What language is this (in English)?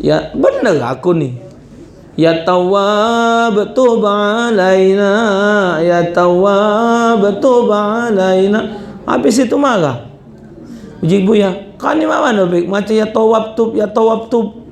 Musi